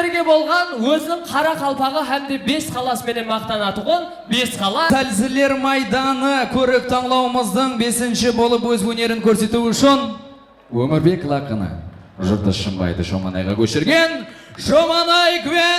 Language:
Kara-Kalpak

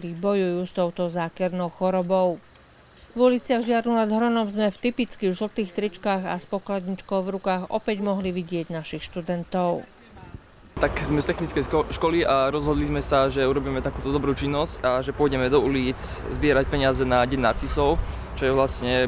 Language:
Slovak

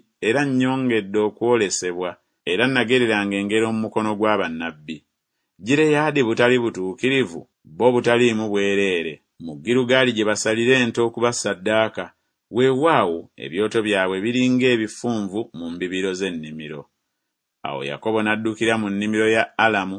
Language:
Ganda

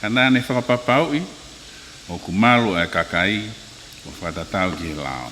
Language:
Tongan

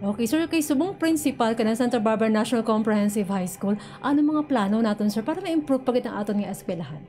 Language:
Hiligaynon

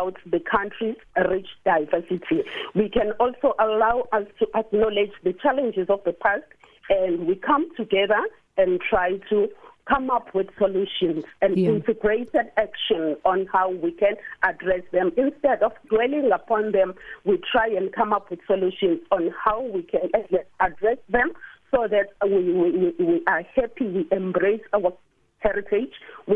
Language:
English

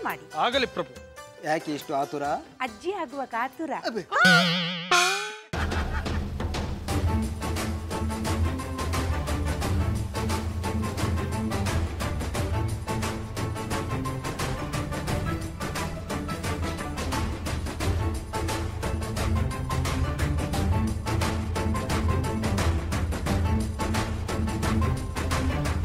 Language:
Kannada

